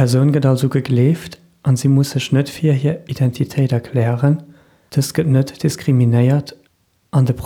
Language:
Luxembourgish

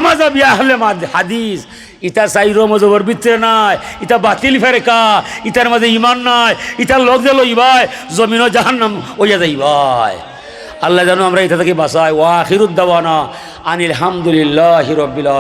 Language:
Sylheti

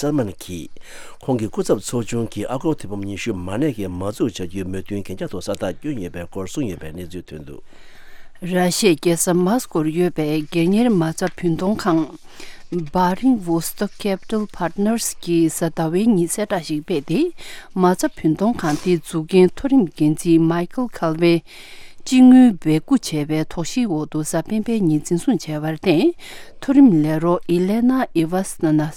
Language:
Tibetan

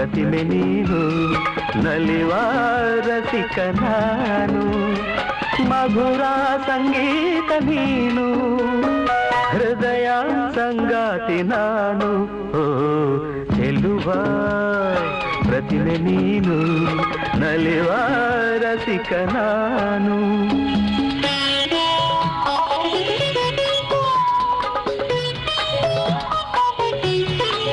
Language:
Kannada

